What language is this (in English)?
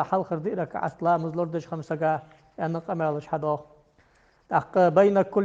Ingush